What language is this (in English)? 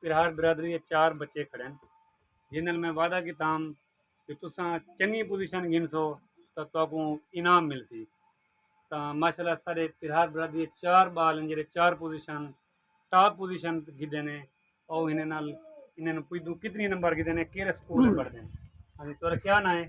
Saraiki